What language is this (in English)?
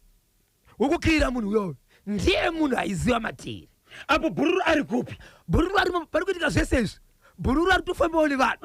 Shona